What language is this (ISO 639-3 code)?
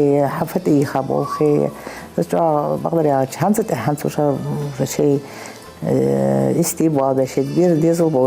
inh